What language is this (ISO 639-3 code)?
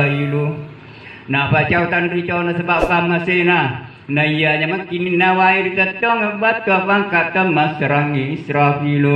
bug